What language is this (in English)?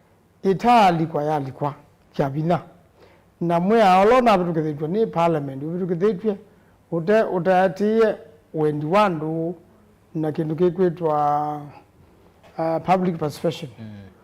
Kamba